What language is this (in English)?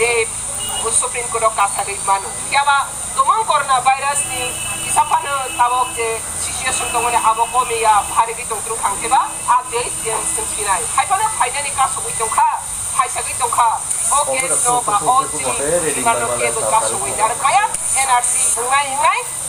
Kok Borok